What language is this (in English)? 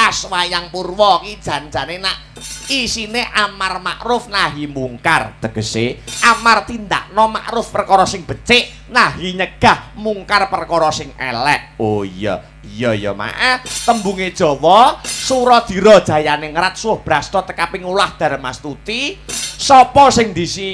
Javanese